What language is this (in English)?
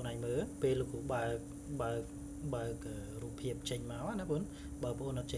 Khmer